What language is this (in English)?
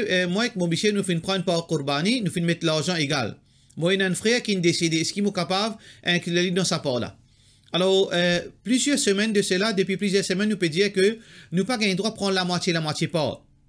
Morisyen